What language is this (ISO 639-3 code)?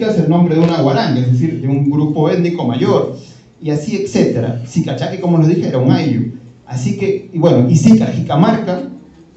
spa